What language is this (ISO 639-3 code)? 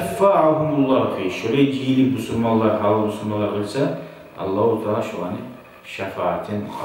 kum